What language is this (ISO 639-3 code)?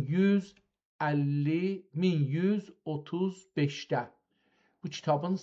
azb